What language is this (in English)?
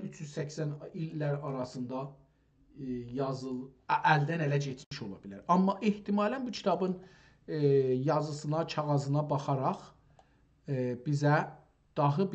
South Azerbaijani